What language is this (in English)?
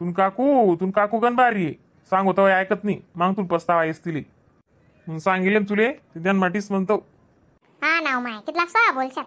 Khandesi